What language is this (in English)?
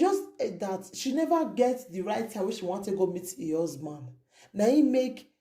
Nigerian Pidgin